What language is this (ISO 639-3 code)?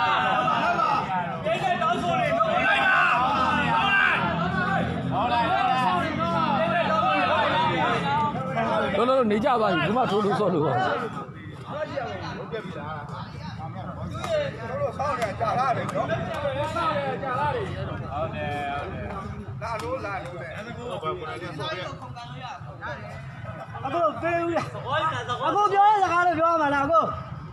mya